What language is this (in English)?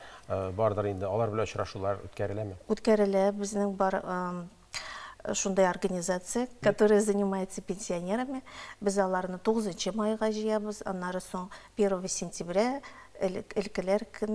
Tatar